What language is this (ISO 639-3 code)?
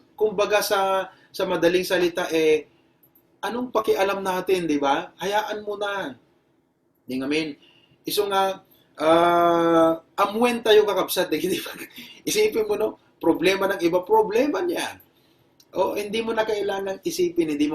ilo